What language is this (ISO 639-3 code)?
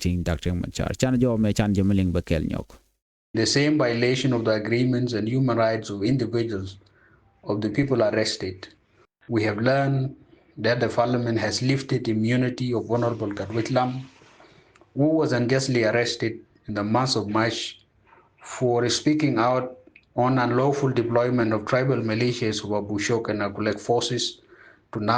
nus